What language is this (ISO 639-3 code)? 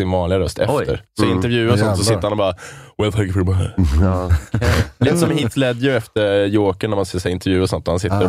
swe